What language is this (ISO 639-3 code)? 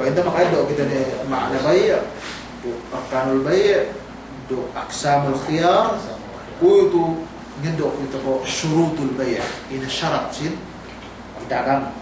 yka